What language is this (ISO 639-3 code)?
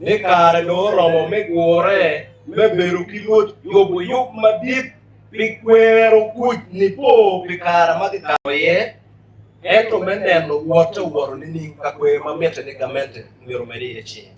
ach